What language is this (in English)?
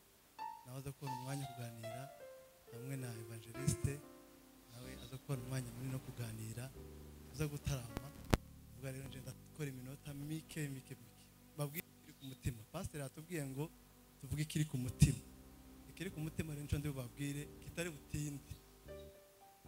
Kinyarwanda